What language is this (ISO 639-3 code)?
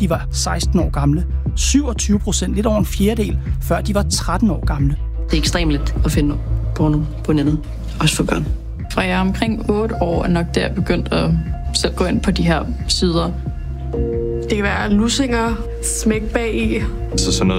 dan